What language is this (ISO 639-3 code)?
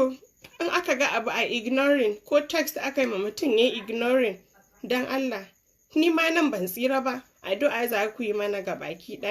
hau